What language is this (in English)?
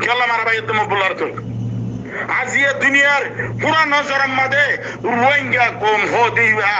Rohingya